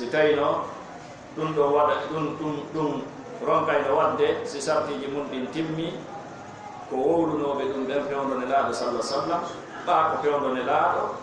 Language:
Fula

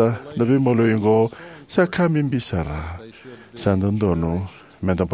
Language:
Fijian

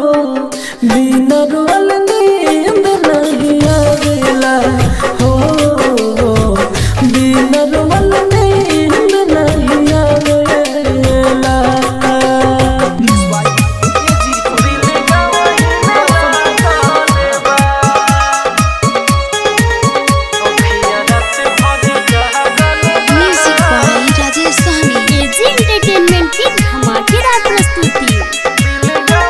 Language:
Bhojpuri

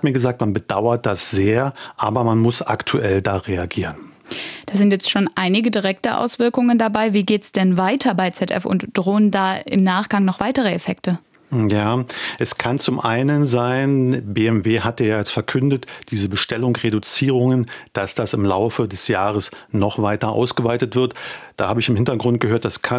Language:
German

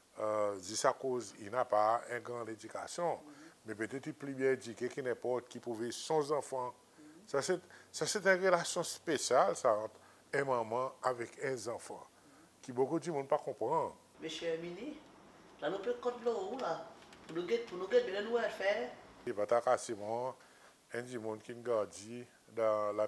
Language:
Seselwa Creole French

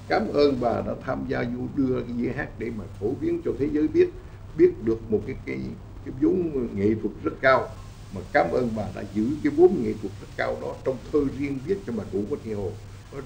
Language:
Vietnamese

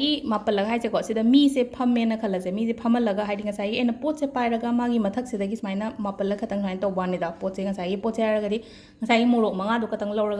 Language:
Manipuri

